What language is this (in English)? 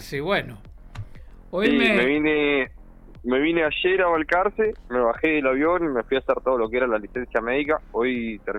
Spanish